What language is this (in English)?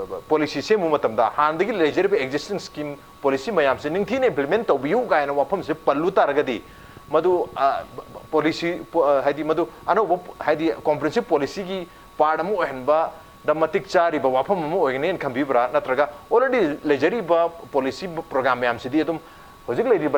Manipuri